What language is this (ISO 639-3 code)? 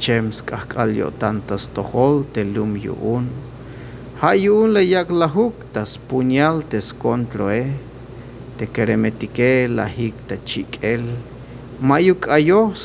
tzh